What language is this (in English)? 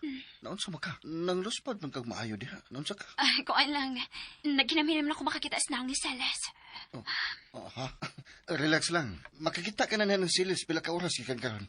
Cebuano